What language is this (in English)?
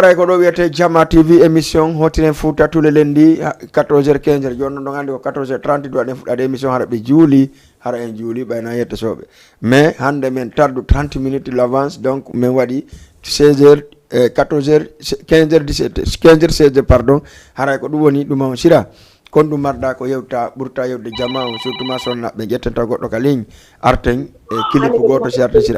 Fula